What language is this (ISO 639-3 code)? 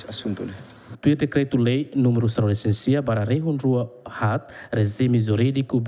tet